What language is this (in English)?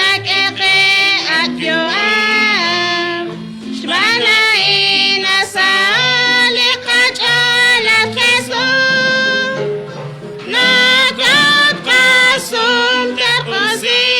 Kekchí